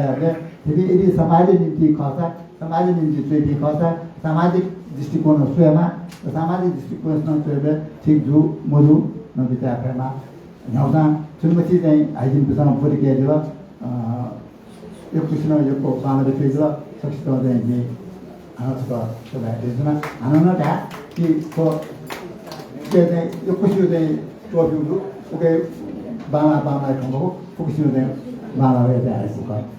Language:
Newari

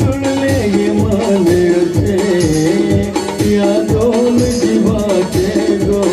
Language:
Konkani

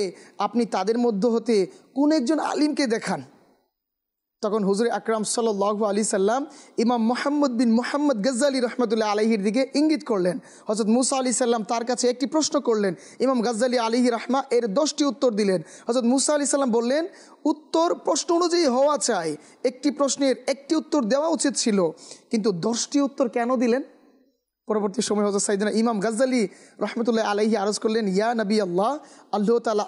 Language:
Bangla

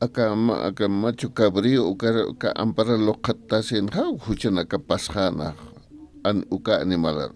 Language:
Aymara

